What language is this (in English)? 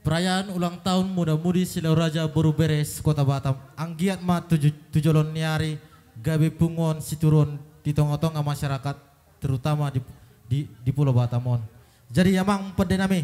Batak Toba